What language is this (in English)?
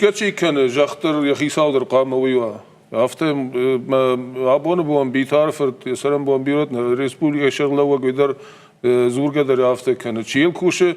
Ossetic